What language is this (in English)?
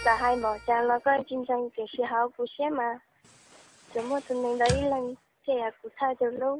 Hmong